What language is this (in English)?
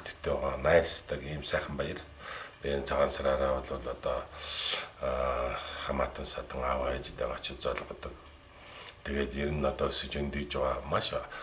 Mongolian